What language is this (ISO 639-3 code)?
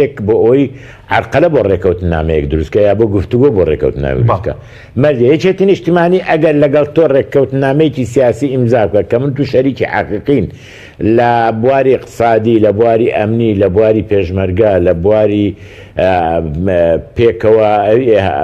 ckb